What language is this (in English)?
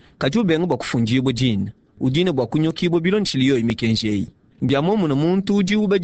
Luba-Lulua